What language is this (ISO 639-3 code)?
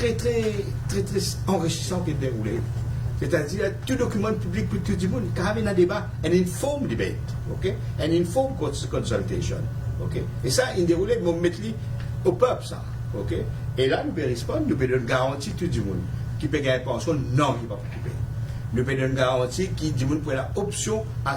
mfe